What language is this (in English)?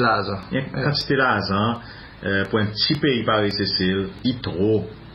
Seselwa Creole French